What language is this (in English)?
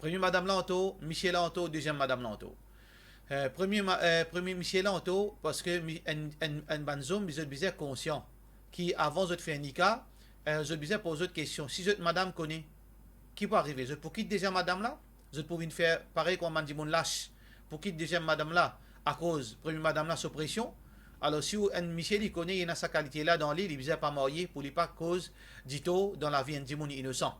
Morisyen